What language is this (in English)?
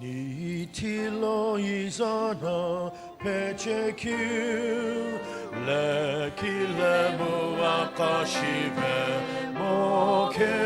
Sumi Naga